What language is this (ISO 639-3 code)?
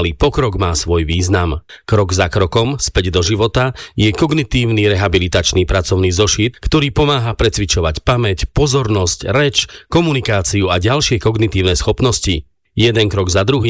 slk